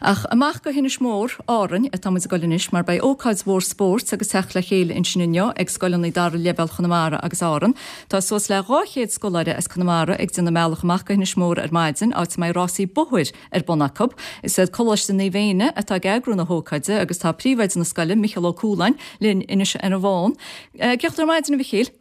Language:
Irish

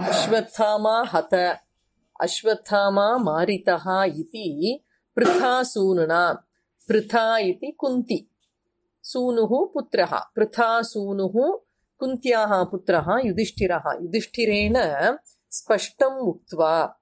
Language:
Sanskrit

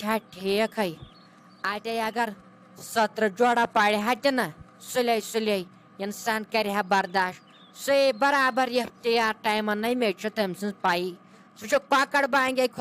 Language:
Kashmiri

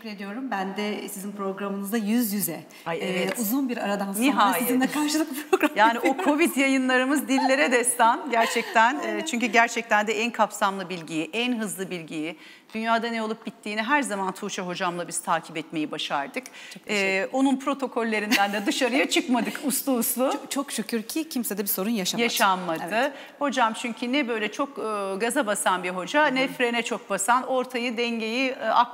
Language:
Turkish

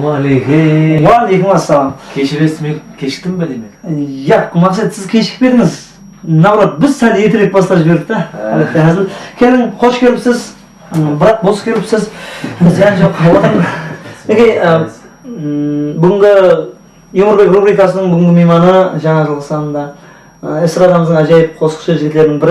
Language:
Kara-Kalpak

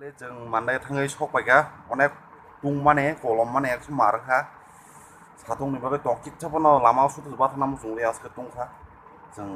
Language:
Kok Borok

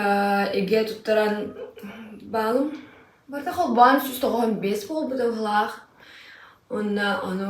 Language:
Yakut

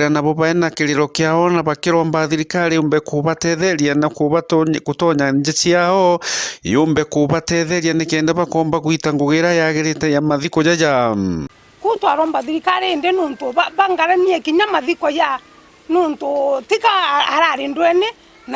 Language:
Meru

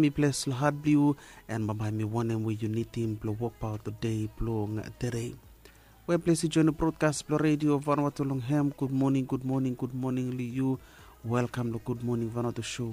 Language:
Bislama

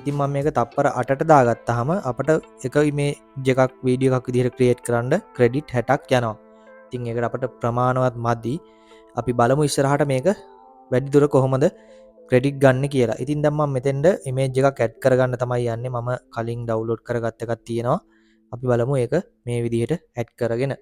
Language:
Sinhala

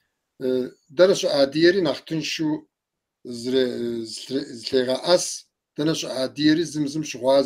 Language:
Kabardian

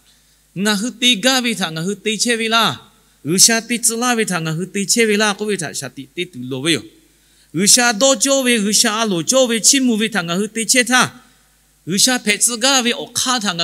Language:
Lahu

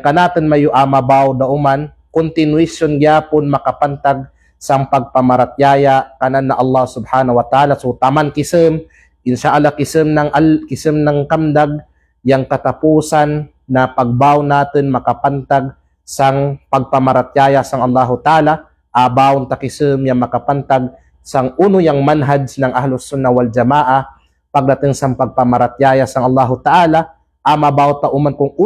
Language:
Kalagan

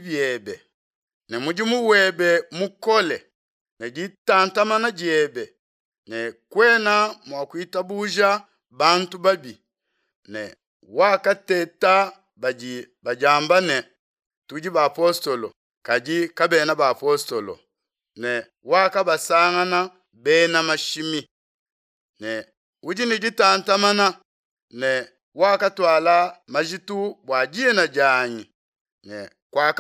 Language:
Luba-Lulua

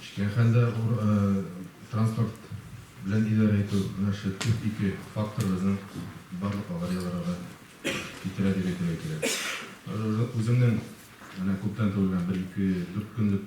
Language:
Tatar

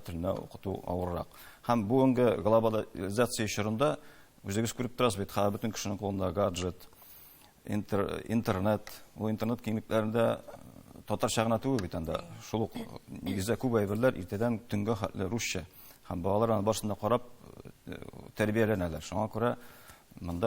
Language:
Tatar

